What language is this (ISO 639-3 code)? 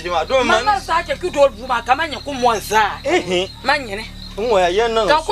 dag